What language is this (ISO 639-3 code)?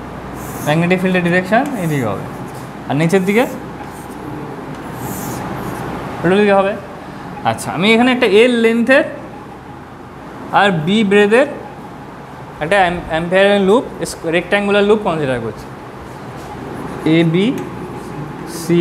ben